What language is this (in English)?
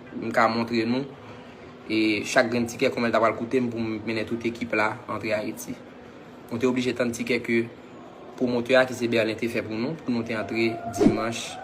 Haitian Creole